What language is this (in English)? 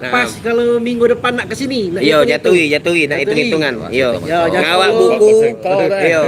Musi